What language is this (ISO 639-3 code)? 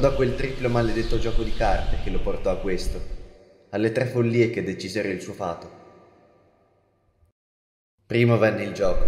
ita